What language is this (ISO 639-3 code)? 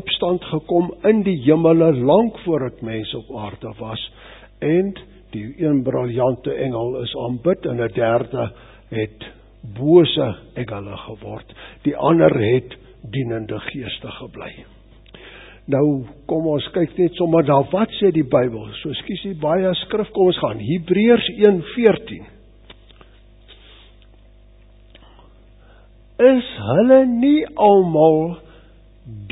afr